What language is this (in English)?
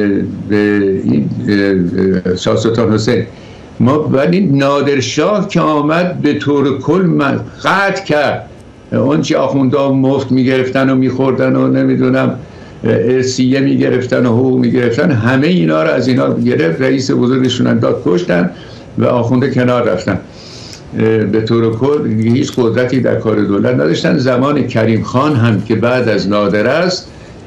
Persian